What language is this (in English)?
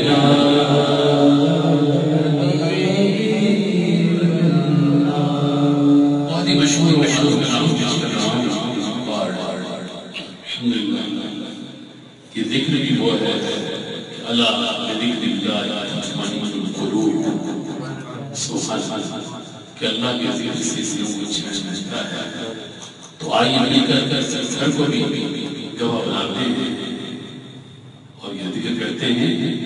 Urdu